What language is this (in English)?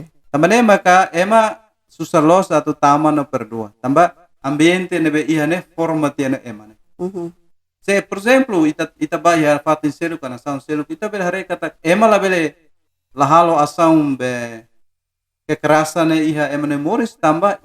Tetum